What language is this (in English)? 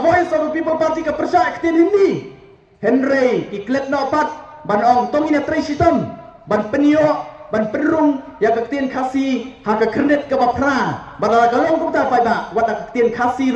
Khasi